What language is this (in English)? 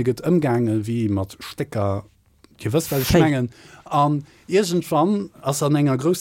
Luxembourgish